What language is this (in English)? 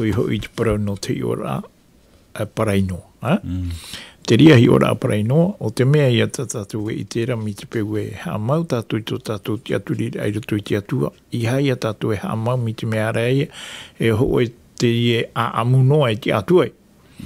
Tahitian